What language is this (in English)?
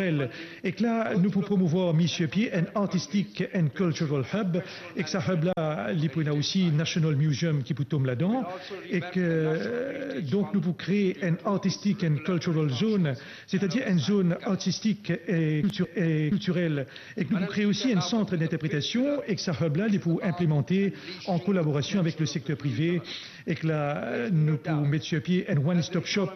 Morisyen